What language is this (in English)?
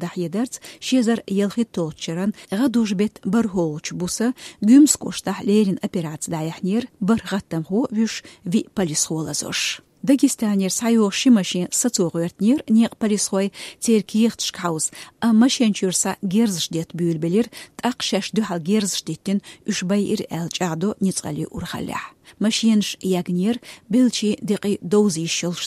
Chechen